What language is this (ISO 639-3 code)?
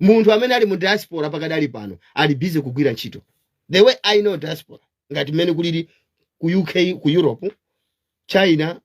nya